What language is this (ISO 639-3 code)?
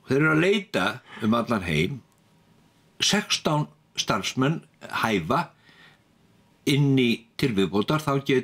isl